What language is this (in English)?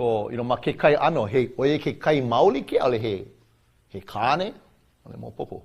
Hawaiian